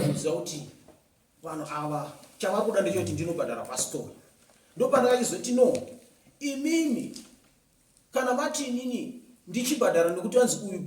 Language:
Shona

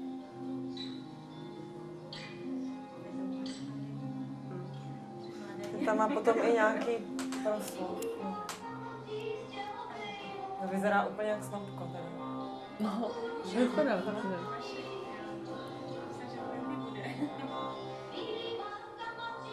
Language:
Czech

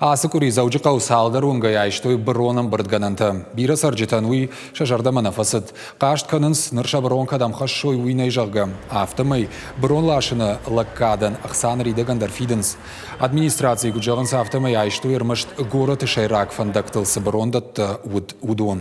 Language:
Ossetic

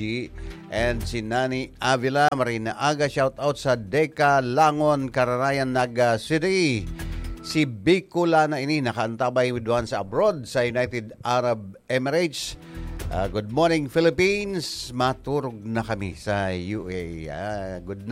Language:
Bikol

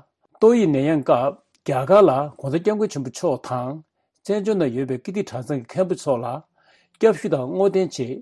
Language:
Tibetan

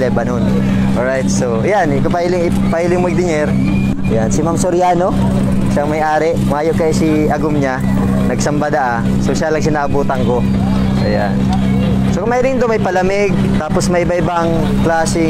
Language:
Bikol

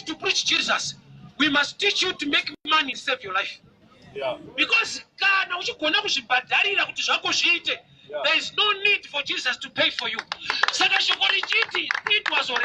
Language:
Shona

